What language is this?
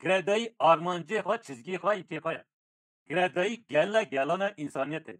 Kurdish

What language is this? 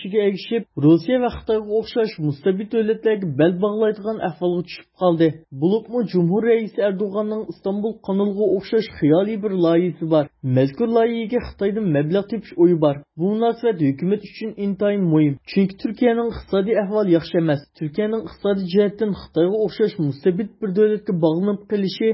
Uyghur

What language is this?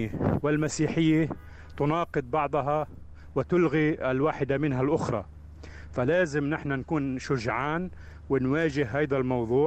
North Levantine Arabic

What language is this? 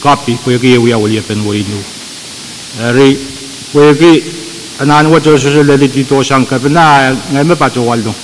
Pohnpeian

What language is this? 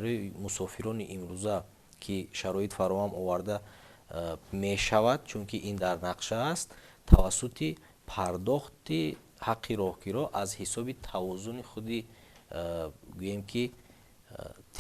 Tajik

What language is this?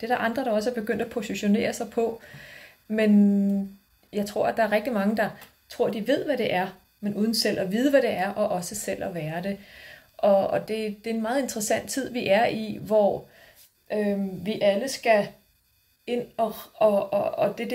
Danish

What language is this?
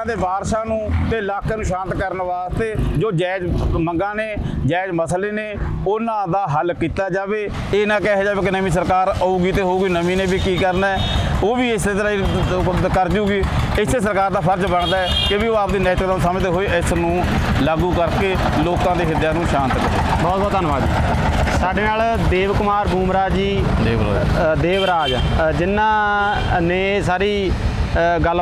Punjabi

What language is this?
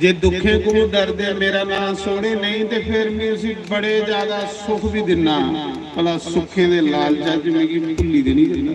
Dogri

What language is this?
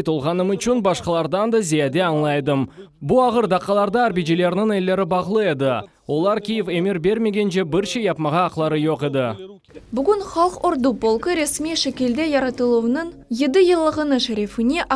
Crimean Tatar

